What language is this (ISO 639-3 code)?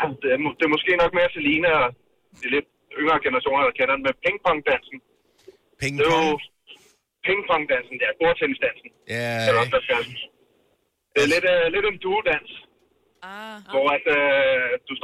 dan